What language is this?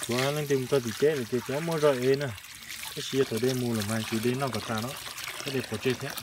Hmong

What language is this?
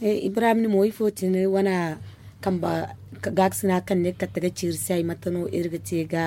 Zarma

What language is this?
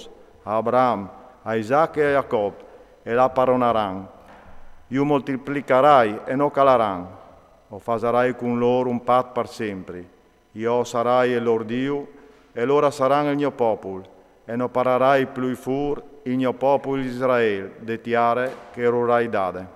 Friulian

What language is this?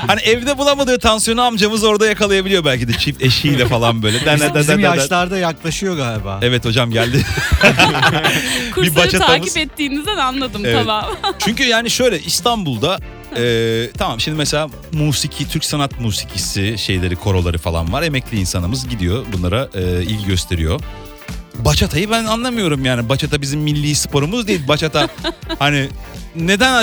Turkish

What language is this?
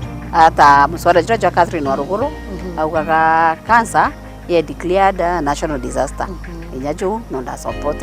Meru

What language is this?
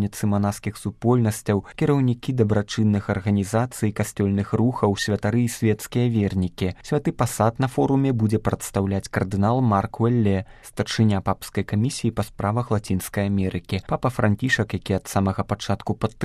Belarusian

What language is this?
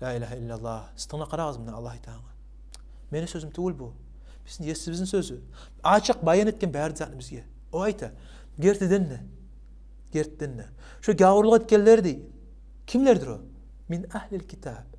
Kumyk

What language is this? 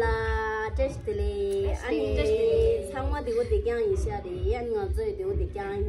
Tibetan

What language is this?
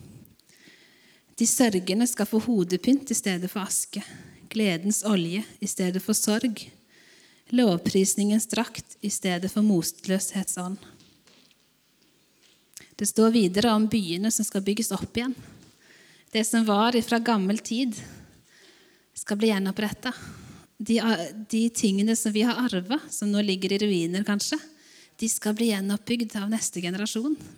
Norwegian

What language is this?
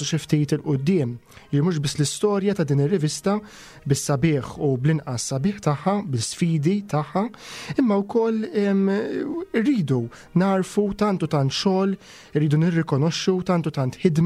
Maltese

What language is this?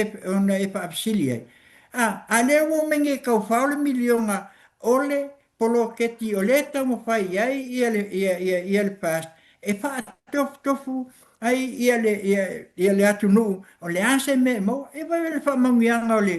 Samoan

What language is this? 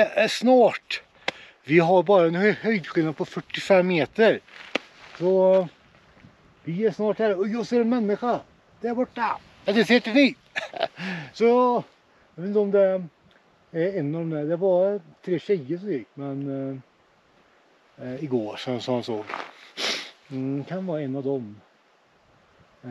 Swedish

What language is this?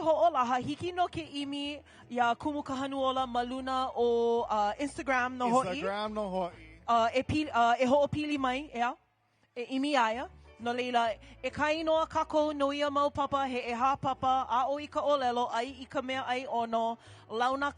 Hawaiian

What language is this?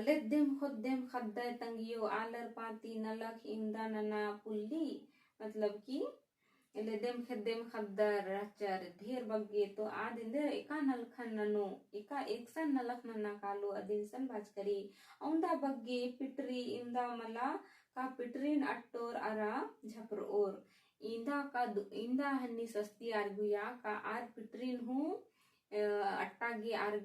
Kurukh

